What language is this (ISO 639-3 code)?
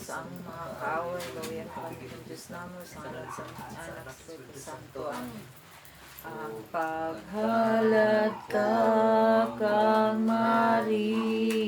ceb